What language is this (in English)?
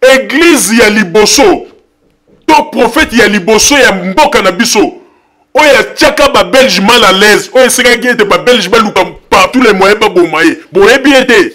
Lingala